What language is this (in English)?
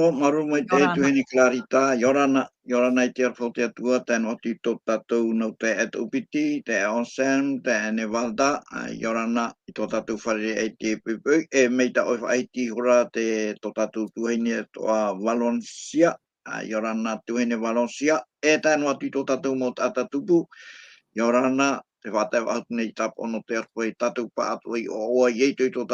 Tahitian